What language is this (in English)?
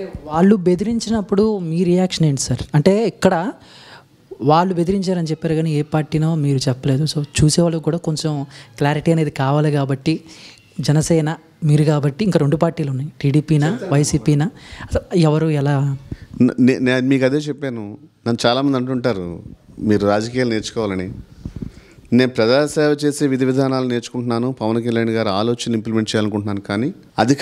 Telugu